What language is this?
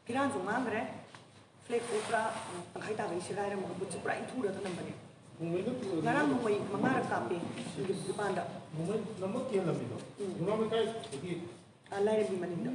Manipuri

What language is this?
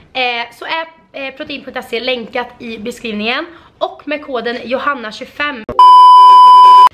Swedish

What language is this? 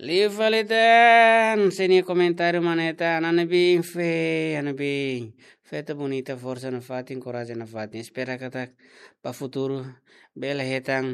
Tetum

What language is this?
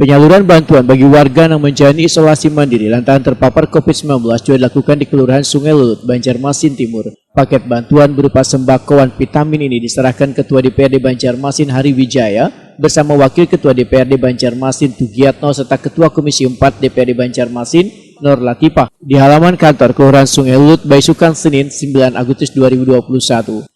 Banjar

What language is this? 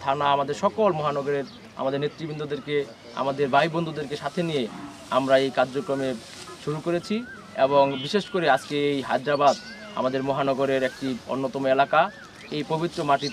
Bangla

